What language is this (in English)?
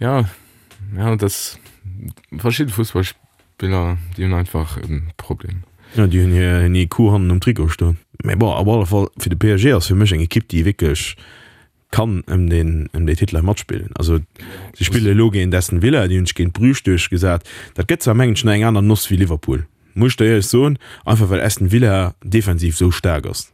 Luxembourgish